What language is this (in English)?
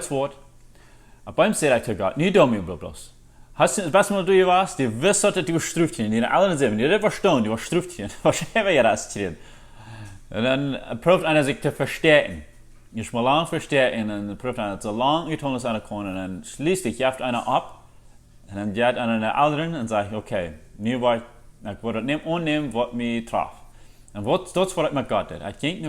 Plautdietsch